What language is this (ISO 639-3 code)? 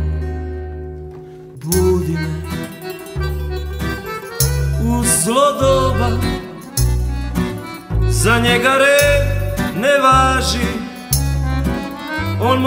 srp